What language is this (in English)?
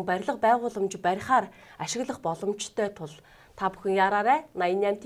Mongolian